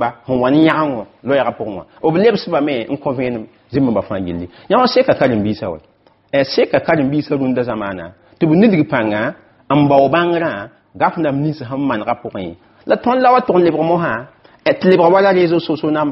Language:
Mossi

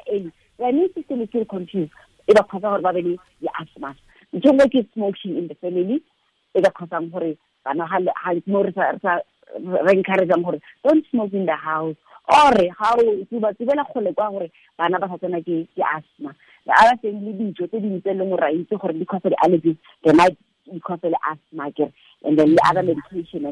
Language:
Tswana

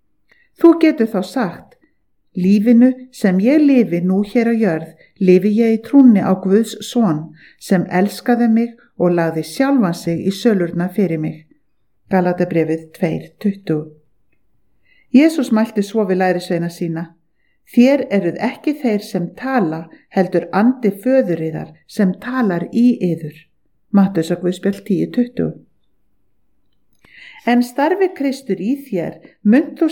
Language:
Icelandic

